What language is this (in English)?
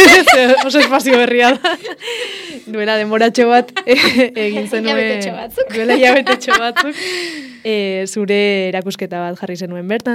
Basque